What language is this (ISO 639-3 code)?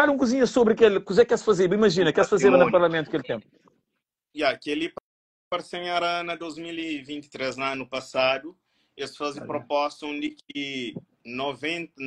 kea